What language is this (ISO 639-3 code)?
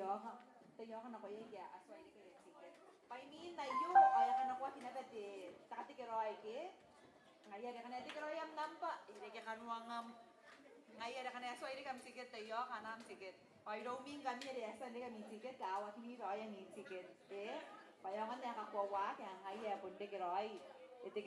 gil